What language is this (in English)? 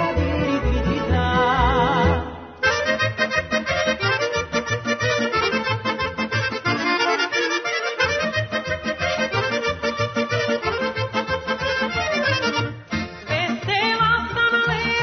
Serbian